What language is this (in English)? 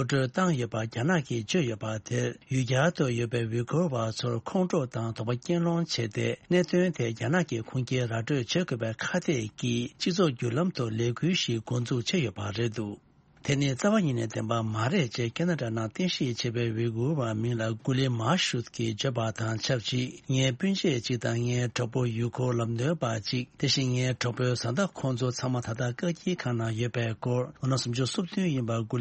Tibetan